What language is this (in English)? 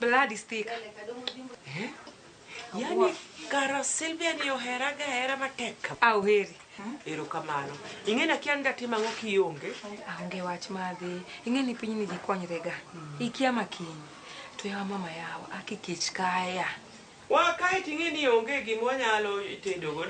Luo (Kenya and Tanzania)